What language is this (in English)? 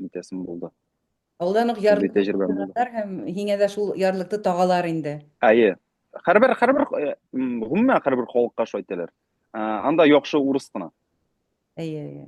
Bashkir